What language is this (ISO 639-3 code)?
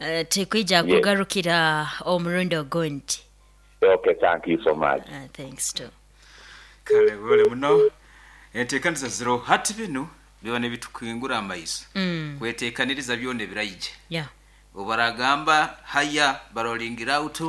nyo